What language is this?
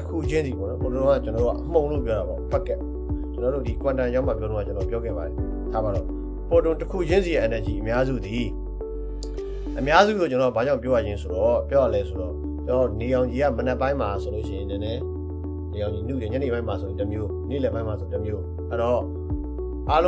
Burmese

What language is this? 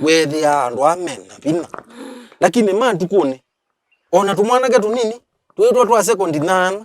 Kamba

